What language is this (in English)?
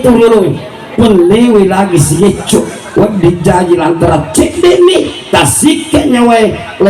Buginese